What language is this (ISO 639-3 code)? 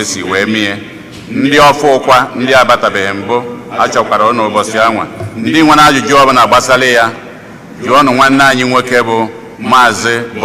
ibo